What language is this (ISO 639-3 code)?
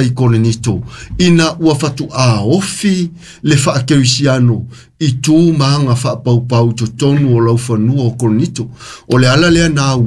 smo